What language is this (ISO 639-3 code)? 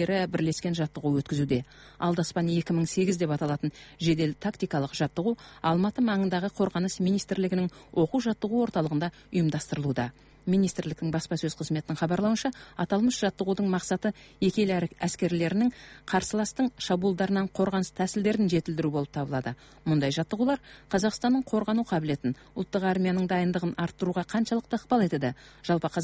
kaz